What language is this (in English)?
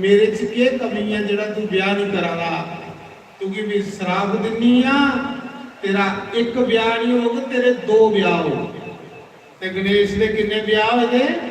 Dogri